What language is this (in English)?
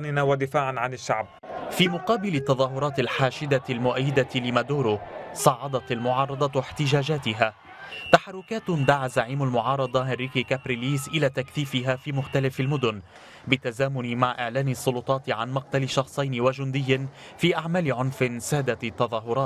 Arabic